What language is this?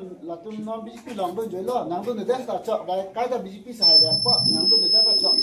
Karbi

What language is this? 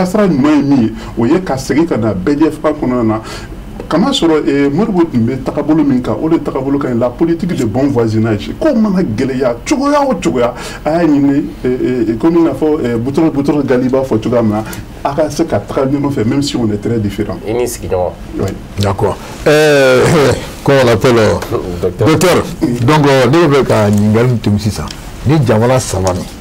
Bambara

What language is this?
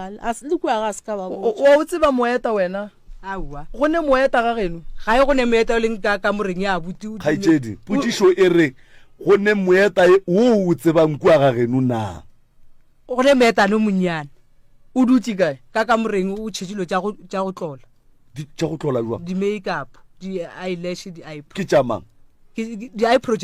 Northern Sotho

